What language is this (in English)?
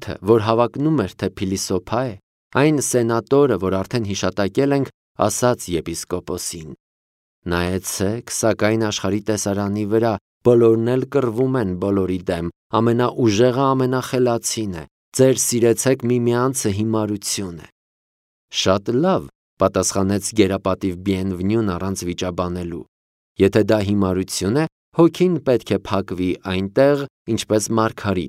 Armenian